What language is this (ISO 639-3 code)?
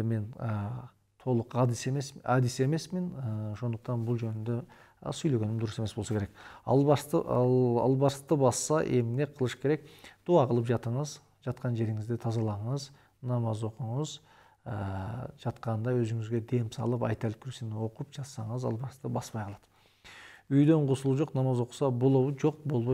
kir